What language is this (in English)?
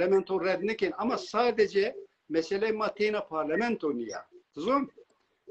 Zaza